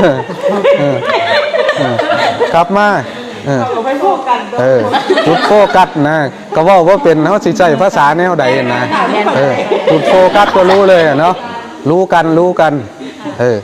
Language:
Northeastern Thai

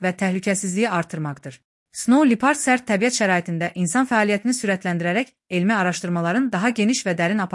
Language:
Azerbaijani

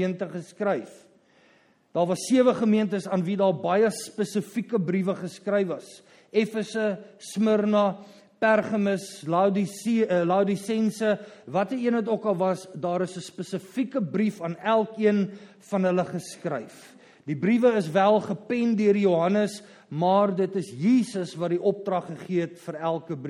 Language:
Afrikaans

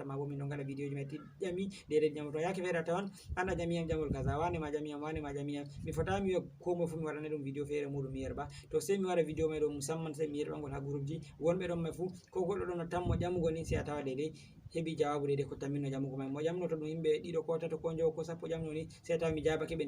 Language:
Fula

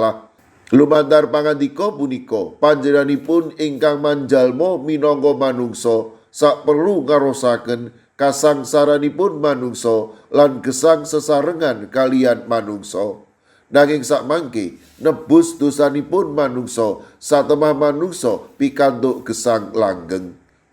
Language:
Javanese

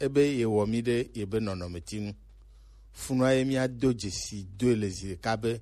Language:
Gen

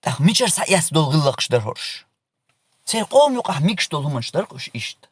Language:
Chechen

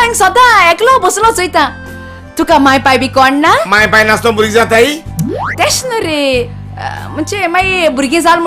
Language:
Konkani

